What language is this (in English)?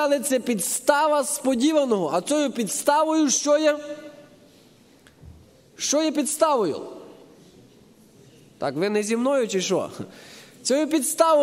Ukrainian